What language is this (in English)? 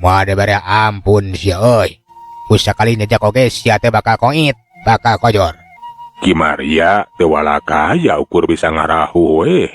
Sundanese